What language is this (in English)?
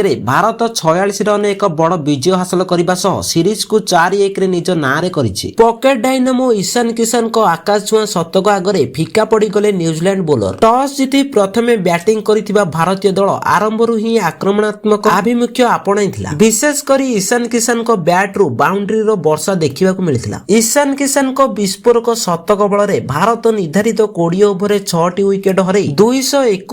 Odia